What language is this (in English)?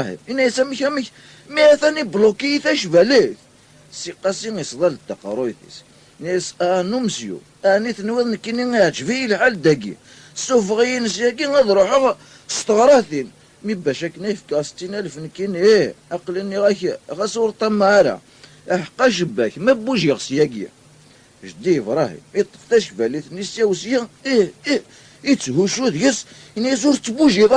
Kabyle